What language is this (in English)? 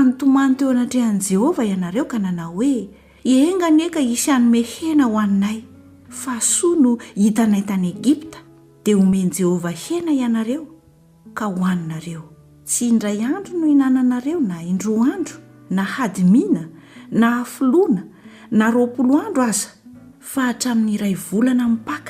Malagasy